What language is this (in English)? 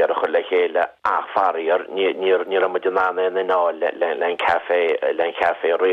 Irish